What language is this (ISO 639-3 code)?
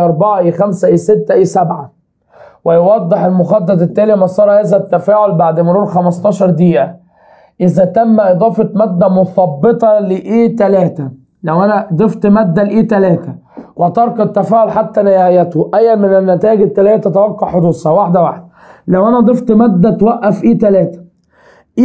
arz